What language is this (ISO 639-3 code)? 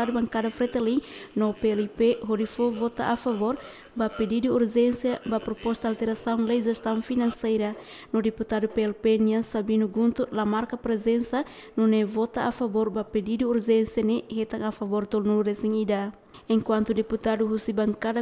tet